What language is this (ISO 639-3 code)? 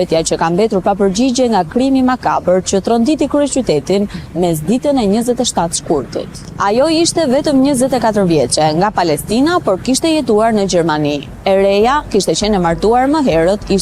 sqi